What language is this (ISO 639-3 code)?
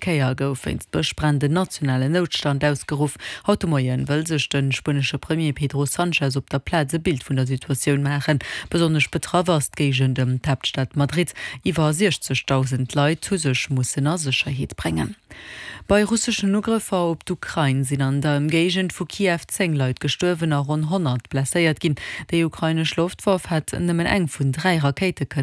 ltz